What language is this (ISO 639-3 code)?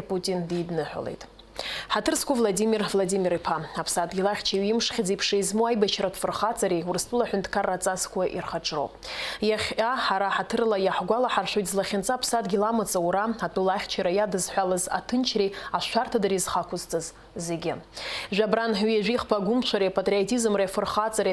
abk